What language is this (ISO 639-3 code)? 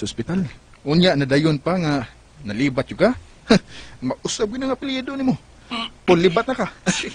ceb